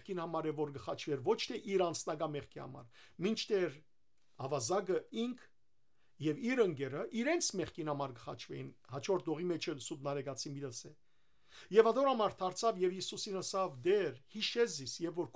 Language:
Western Armenian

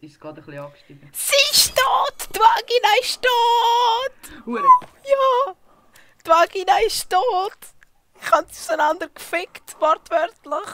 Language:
Swiss German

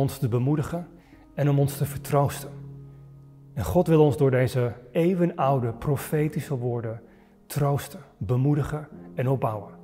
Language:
Dutch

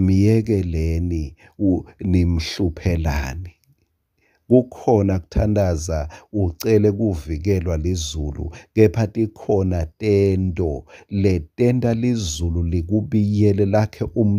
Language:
Swati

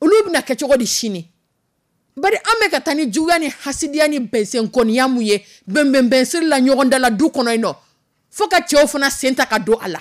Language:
Dyula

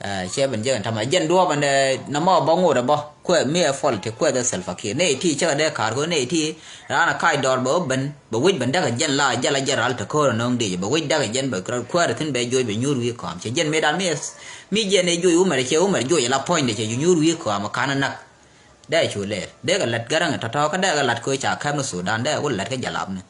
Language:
Nuer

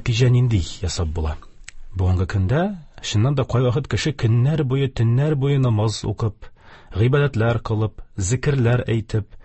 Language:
Tatar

